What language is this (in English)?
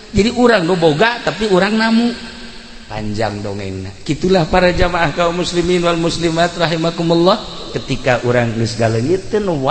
Sundanese